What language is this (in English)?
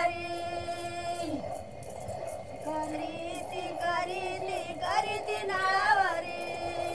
Marathi